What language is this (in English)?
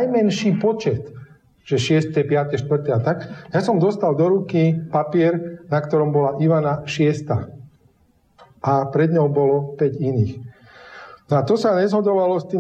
Slovak